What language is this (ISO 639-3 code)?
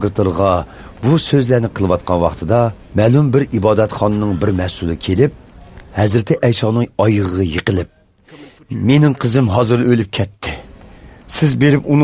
uig